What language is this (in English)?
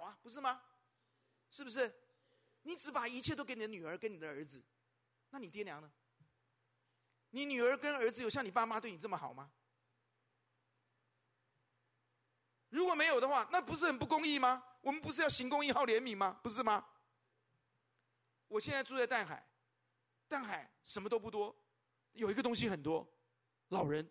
Chinese